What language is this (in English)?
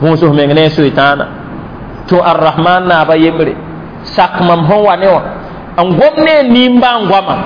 Mossi